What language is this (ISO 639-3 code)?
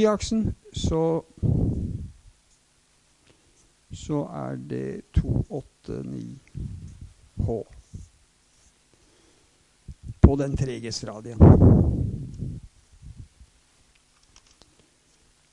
nor